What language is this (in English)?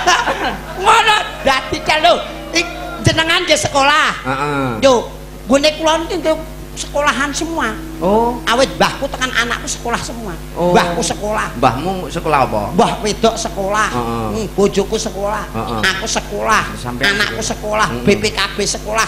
Javanese